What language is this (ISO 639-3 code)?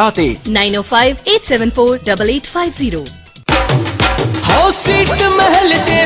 pan